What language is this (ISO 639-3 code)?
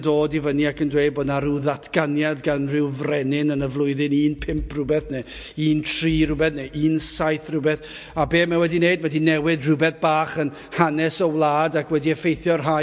cym